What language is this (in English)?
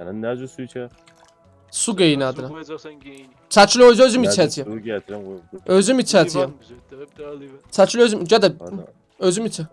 South Azerbaijani